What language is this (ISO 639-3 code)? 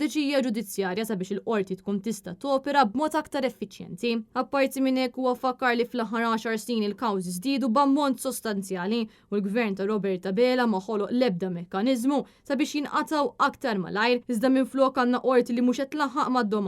mlt